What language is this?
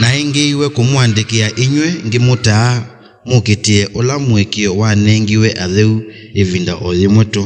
Kamba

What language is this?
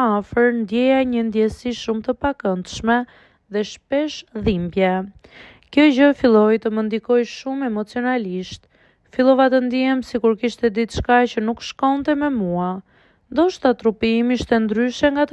Albanian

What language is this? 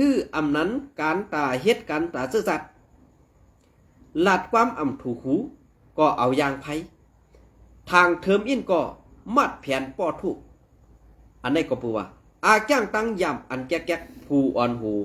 Shan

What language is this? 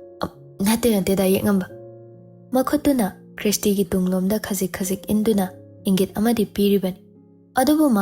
Manipuri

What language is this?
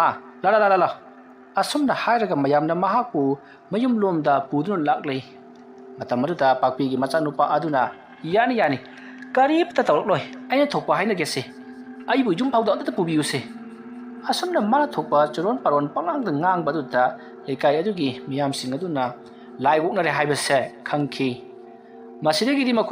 Manipuri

